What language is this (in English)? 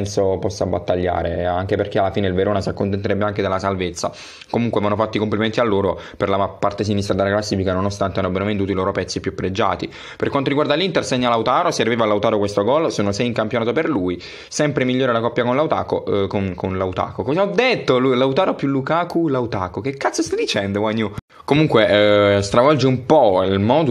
Italian